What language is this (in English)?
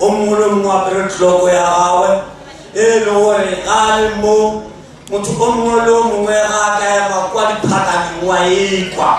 Northern Sotho